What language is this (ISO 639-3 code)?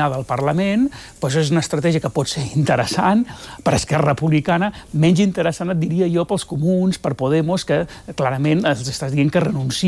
cat